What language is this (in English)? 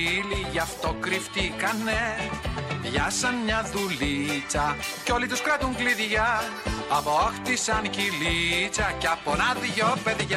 Greek